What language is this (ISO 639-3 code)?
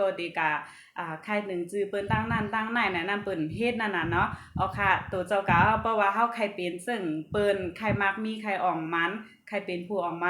shn